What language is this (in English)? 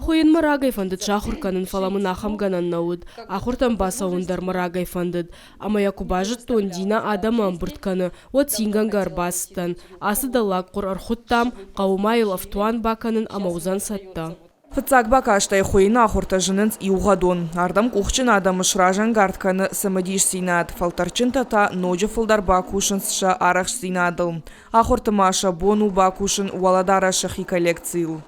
Ossetic